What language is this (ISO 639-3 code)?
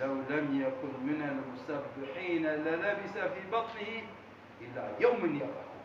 kur